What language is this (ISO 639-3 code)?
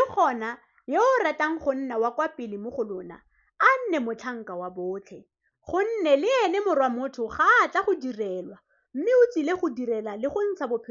tsn